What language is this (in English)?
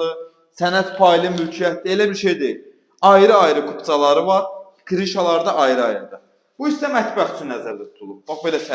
Azerbaijani